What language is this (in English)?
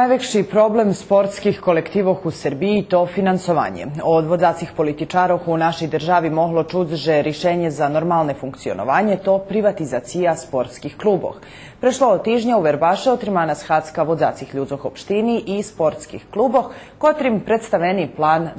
Rusyn